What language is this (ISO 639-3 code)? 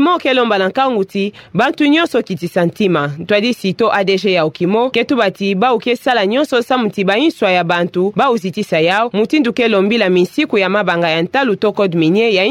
ktu